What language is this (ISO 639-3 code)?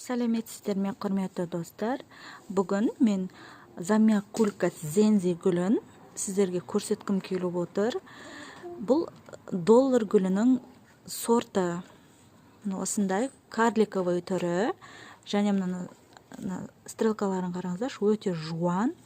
kaz